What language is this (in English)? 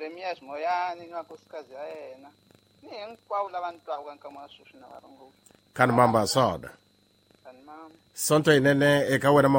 Tsonga